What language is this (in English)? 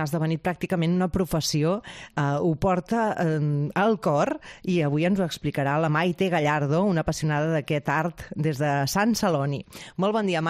Catalan